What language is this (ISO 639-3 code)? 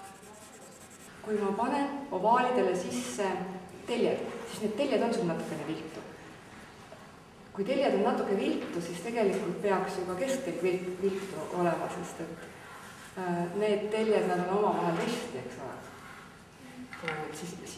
est